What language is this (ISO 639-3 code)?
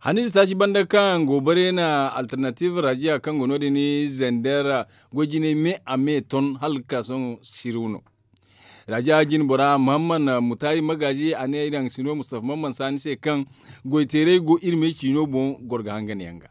dje